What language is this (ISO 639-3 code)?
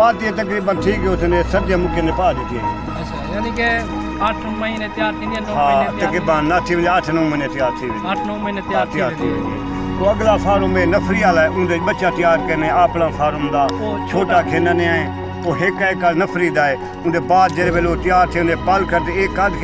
skr